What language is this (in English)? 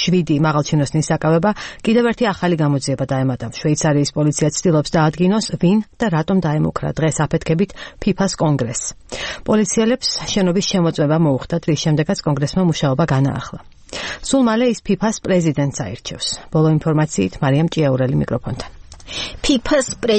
Georgian